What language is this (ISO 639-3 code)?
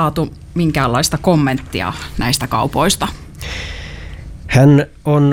fin